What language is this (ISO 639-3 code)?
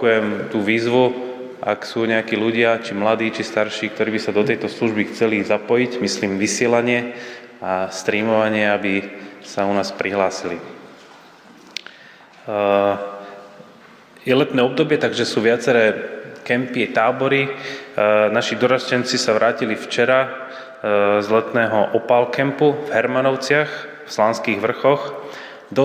slk